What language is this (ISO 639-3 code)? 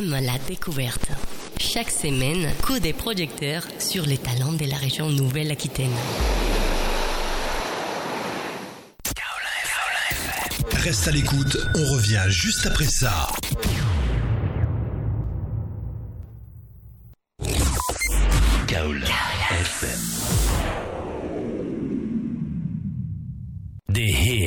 fra